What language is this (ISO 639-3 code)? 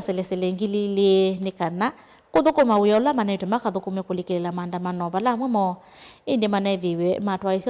kam